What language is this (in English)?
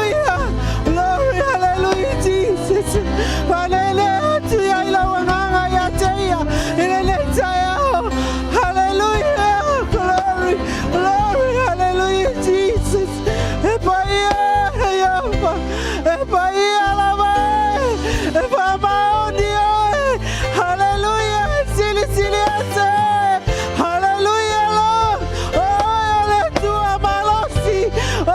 Samoan